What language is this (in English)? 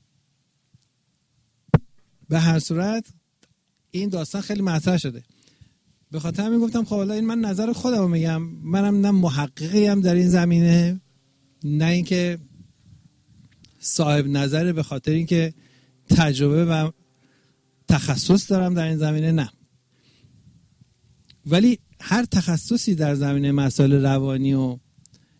Persian